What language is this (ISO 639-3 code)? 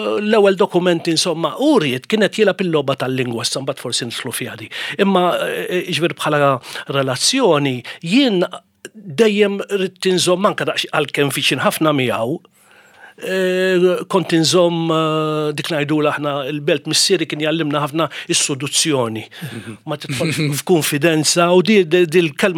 mlt